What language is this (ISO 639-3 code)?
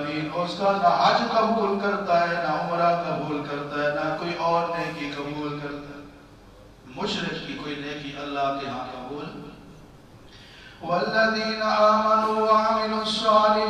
urd